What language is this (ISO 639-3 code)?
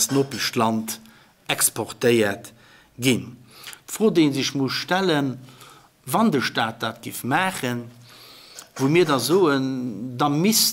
ltz